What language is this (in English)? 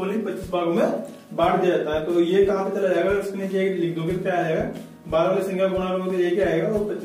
Hindi